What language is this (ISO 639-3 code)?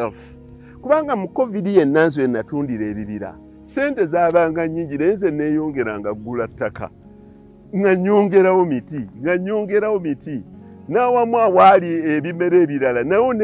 lug